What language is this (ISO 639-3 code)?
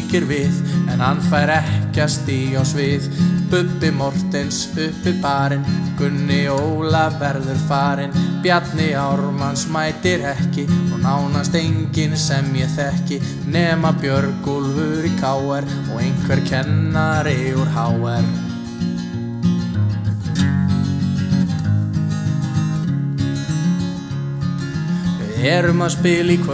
isl